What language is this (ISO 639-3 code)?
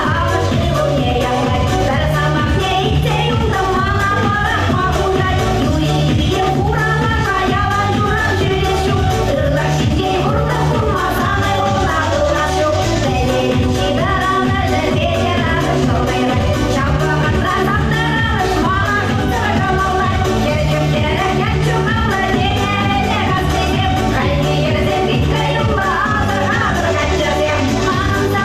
chv